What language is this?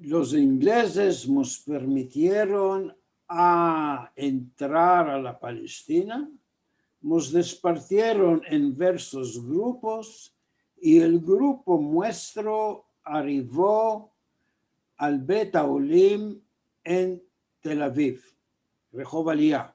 Ladino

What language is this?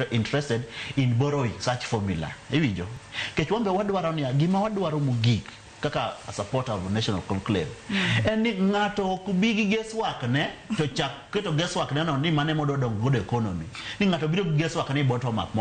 Luo (Kenya and Tanzania)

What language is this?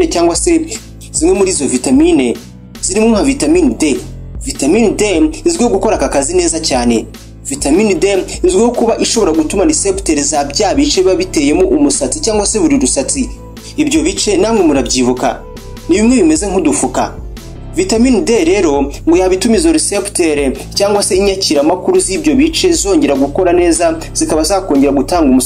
Kinyarwanda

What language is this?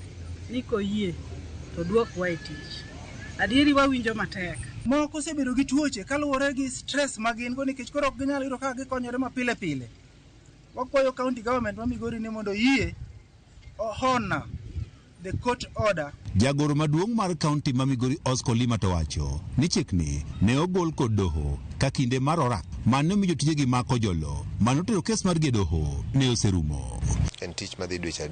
Luo (Kenya and Tanzania)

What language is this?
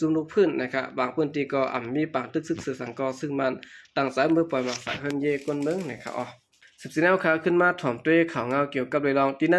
Shan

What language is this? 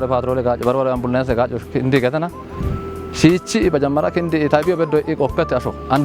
Kafa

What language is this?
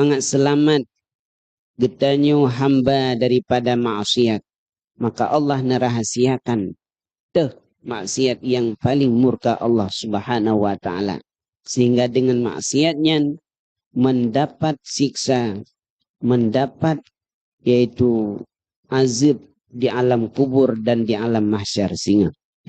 Achinese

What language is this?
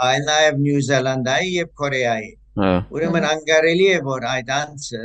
Western Armenian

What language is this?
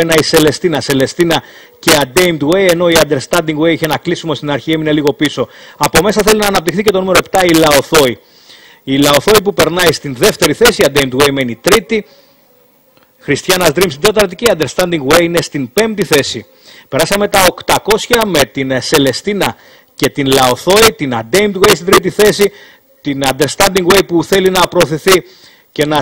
Greek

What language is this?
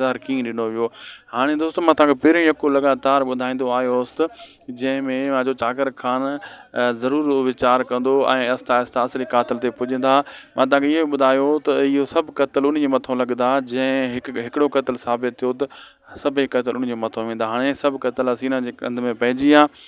Sindhi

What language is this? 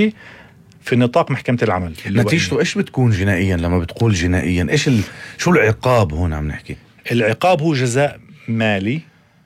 North Levantine Arabic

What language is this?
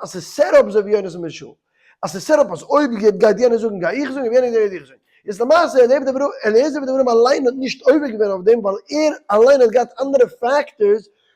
Yiddish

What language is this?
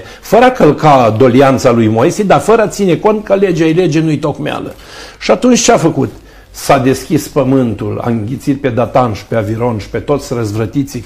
Romanian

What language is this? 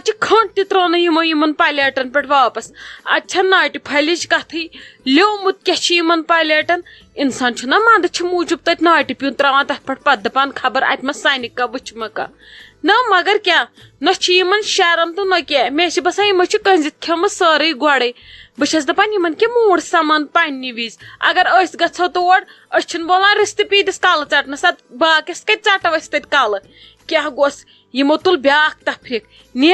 Kashmiri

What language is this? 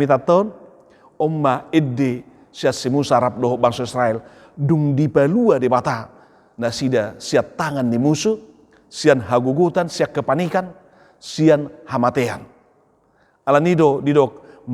Batak Toba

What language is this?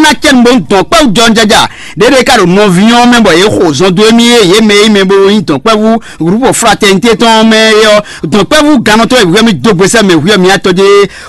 Fon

